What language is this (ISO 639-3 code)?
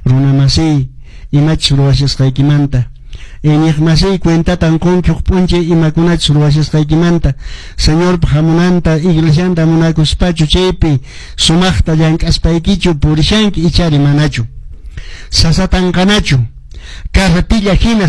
que